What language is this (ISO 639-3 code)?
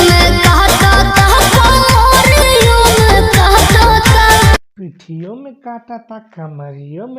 bho